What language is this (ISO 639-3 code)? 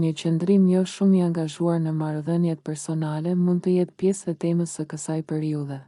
sqi